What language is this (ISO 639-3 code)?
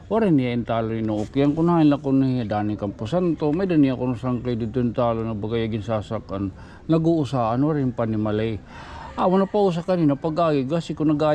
war